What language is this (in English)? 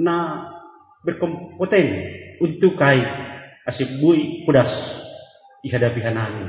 Batak Simalungun